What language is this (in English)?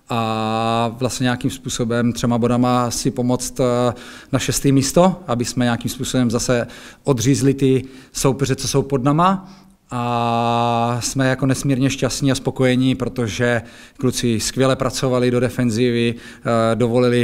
Czech